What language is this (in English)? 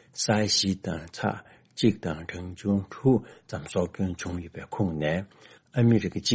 Tibetan